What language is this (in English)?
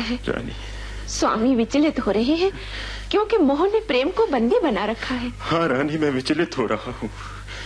Hindi